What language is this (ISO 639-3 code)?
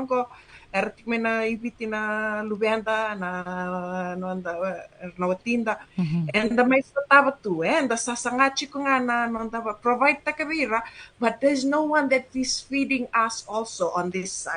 fij